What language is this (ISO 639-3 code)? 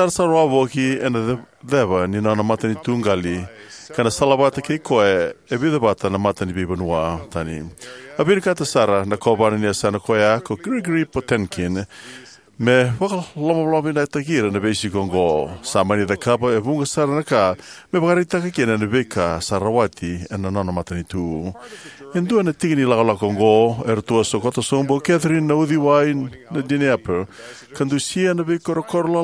fij